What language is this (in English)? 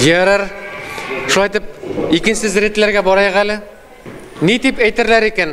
Bashkir